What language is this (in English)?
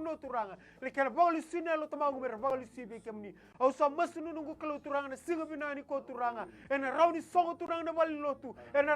Fijian